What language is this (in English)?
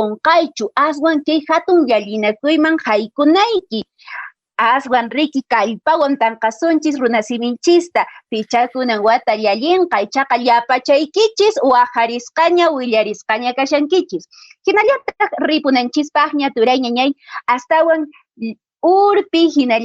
Quechua